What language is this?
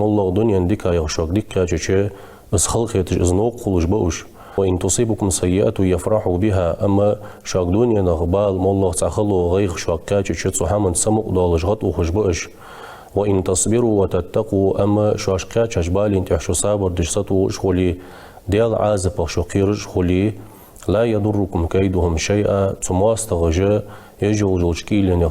Ingush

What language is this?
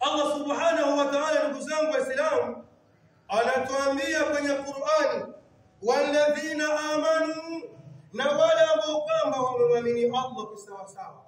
Swahili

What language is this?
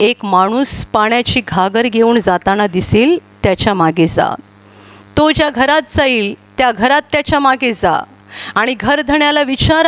Marathi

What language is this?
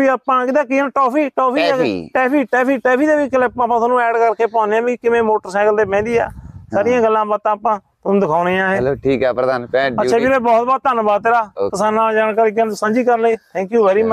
Punjabi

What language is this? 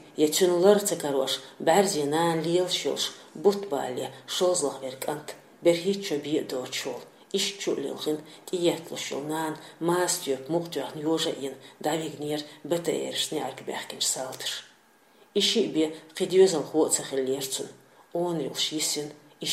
Chechen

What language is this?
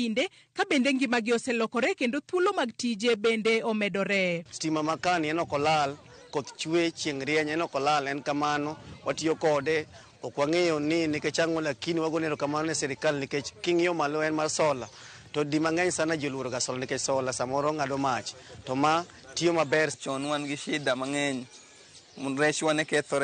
Luo (Kenya and Tanzania)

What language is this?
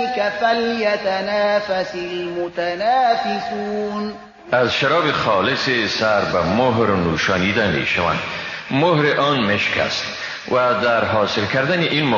Persian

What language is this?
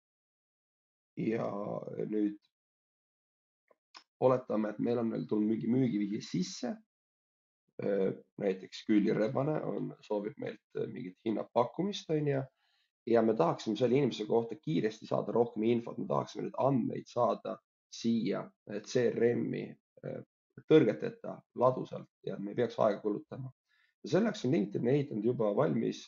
Estonian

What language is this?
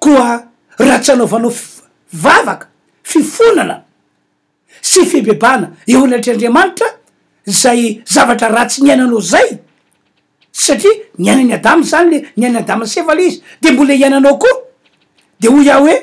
Malagasy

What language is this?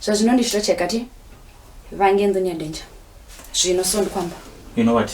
Venda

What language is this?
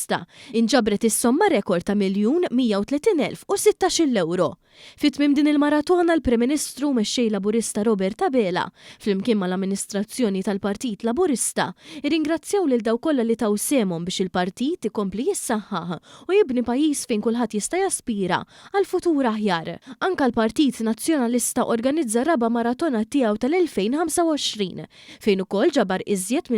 Maltese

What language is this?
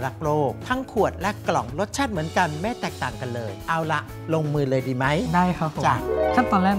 Thai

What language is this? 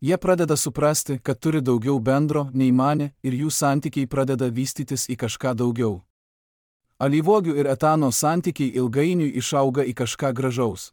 Lithuanian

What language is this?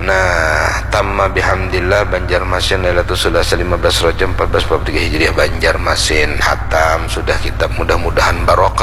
Banjar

